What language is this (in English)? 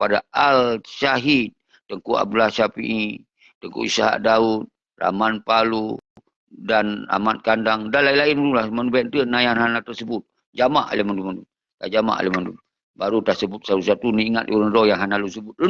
Achinese